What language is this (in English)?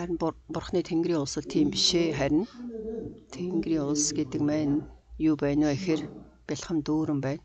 Mongolian